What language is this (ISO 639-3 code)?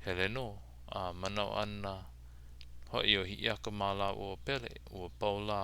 haw